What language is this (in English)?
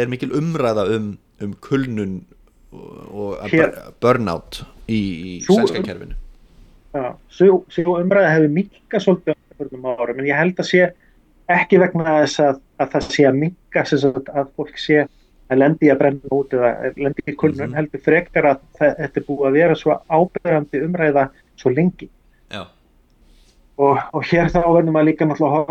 Icelandic